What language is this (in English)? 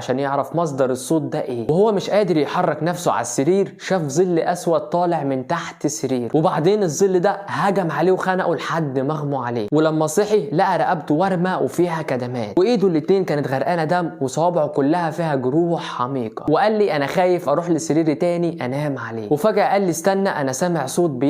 Egyptian Arabic